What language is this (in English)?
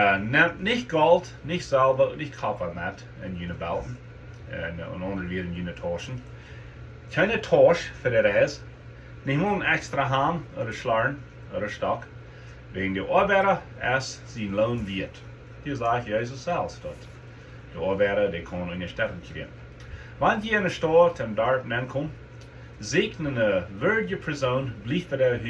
Plautdietsch